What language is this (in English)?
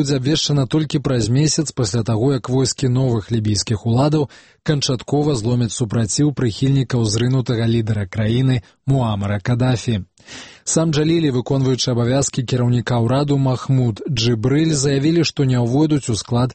Belarusian